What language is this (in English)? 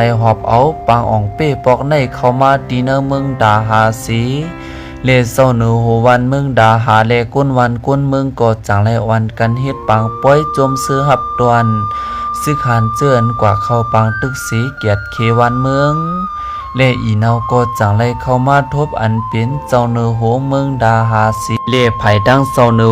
Shan